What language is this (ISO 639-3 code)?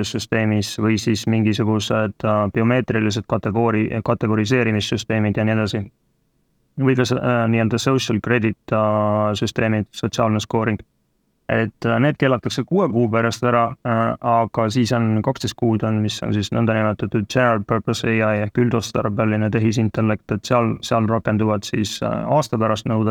est